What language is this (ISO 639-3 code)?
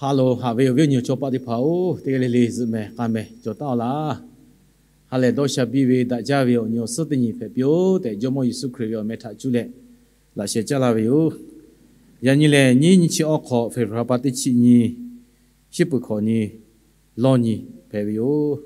lhu